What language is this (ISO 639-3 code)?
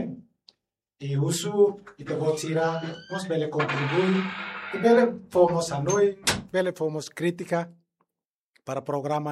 tet